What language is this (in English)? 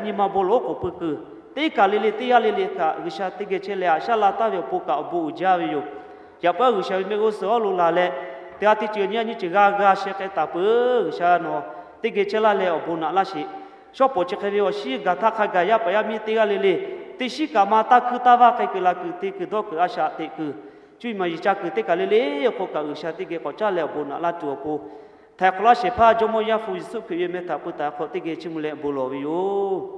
Lahu